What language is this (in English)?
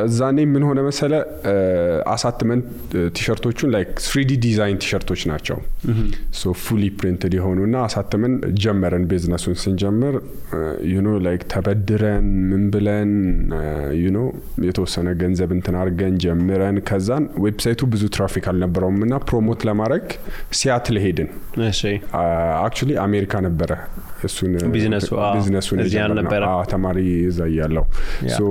Amharic